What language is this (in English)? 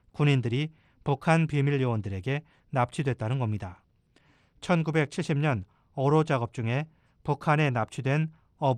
Korean